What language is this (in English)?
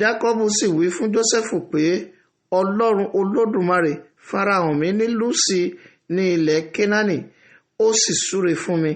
Yoruba